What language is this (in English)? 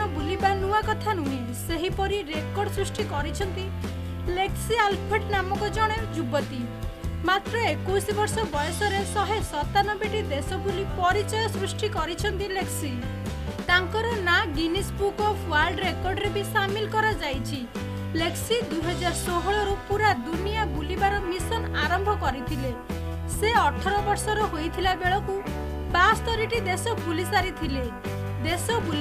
Odia